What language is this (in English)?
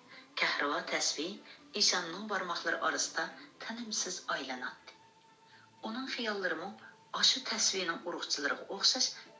Uyghur